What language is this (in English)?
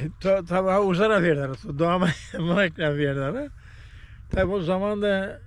Zaza